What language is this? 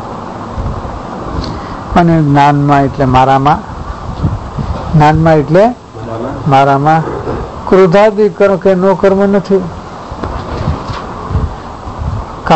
Gujarati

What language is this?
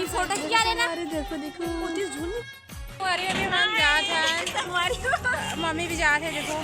Chhattisgarhi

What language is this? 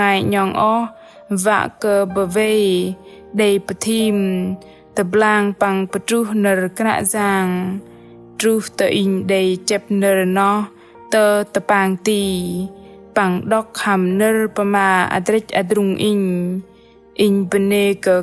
Bahnar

